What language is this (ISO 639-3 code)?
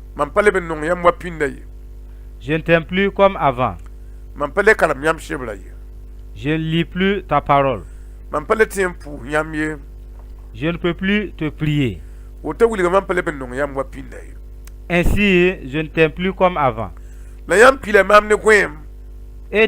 mos